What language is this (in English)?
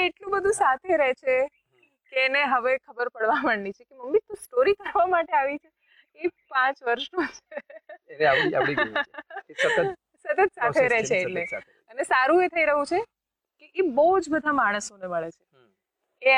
Gujarati